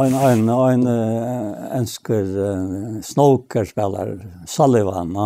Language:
Faroese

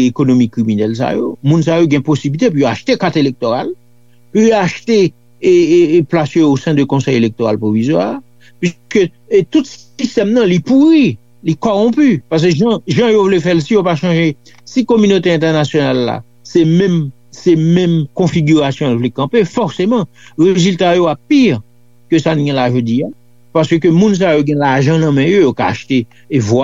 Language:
Haitian Creole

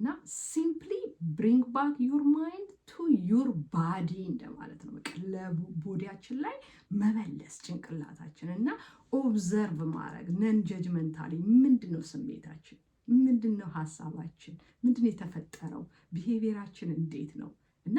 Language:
Amharic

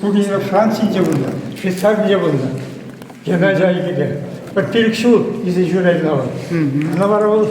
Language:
Chuvash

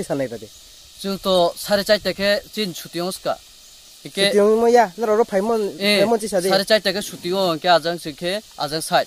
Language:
Riang (India)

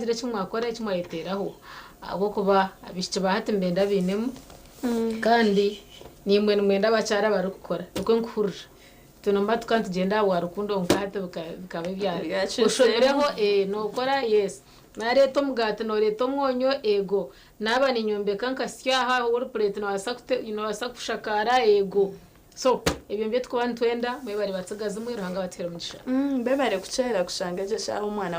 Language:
Nyankole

